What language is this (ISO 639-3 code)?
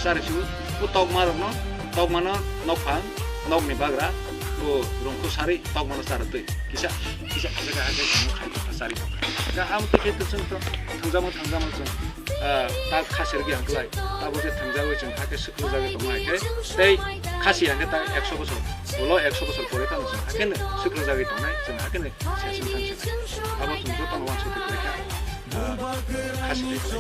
trp